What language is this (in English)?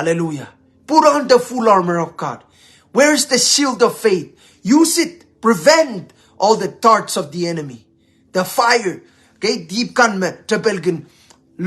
Pohnpeian